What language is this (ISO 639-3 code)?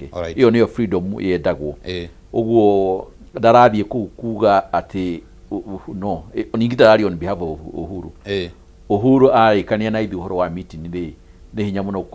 kik